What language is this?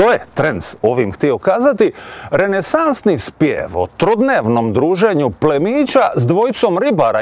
Croatian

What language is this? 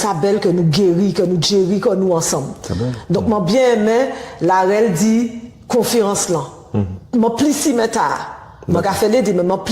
Guadeloupean Creole French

